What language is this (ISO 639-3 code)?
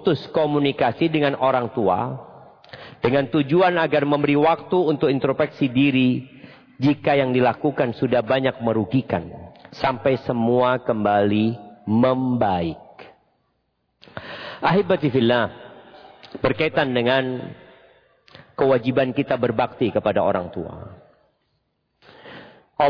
ind